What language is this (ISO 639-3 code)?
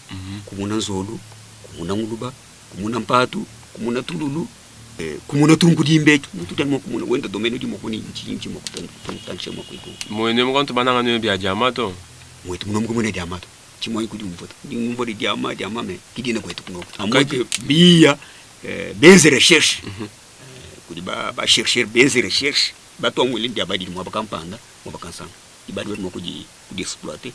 lua